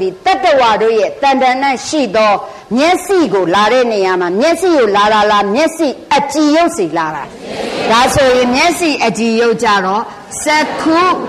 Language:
Burmese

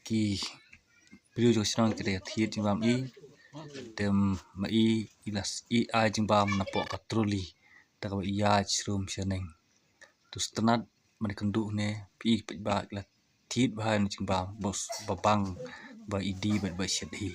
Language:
Khasi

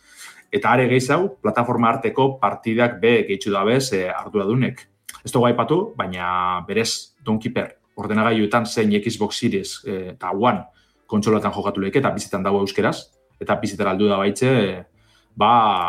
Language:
Basque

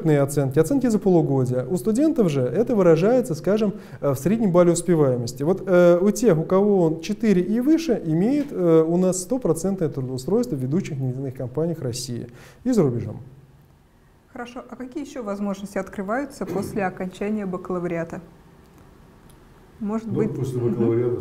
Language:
Russian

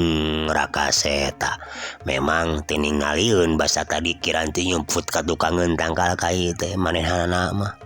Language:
Sundanese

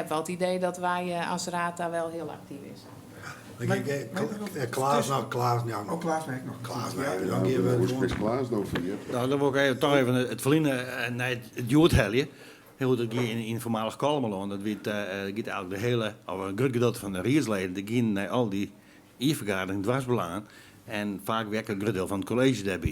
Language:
Western Frisian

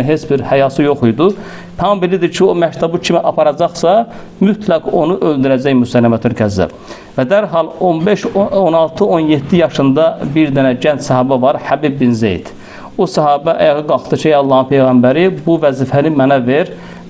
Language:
Azerbaijani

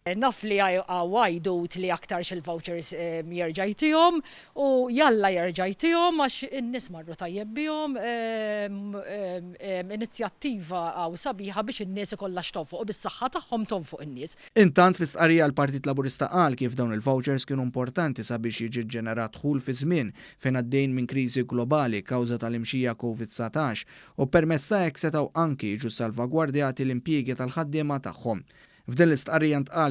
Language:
Maltese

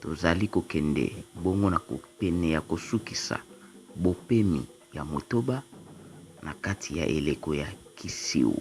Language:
Lingala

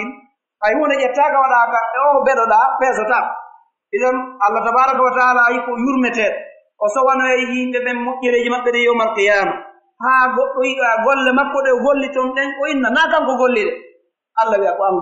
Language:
Pular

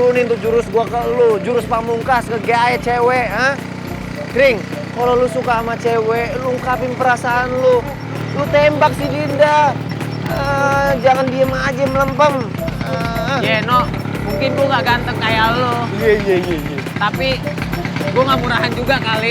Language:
Betawi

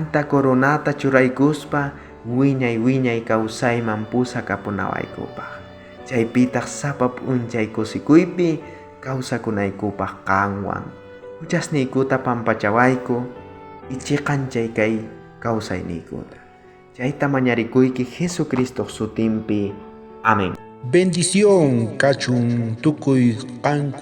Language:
South Bolivian Quechua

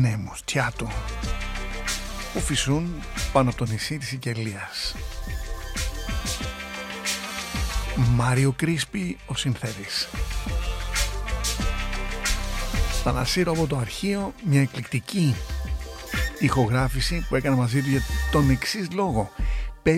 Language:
Greek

